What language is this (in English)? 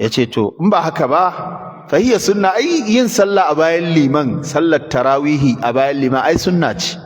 Hausa